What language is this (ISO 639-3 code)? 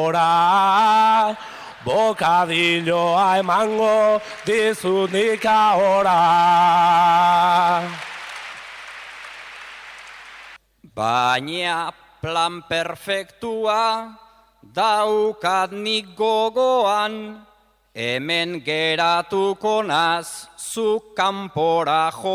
eus